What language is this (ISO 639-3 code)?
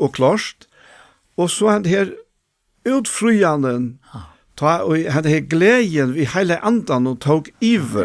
fao